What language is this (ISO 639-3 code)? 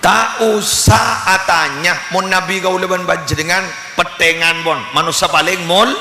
mad